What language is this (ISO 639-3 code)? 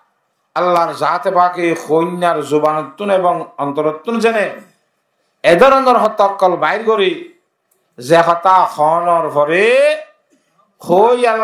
rhg